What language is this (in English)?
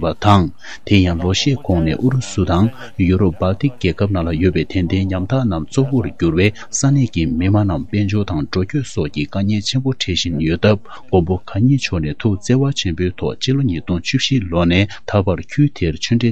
Tibetan